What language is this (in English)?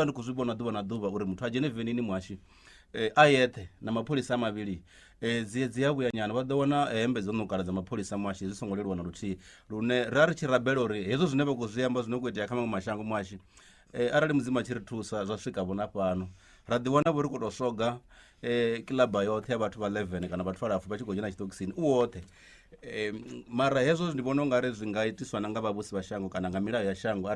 Venda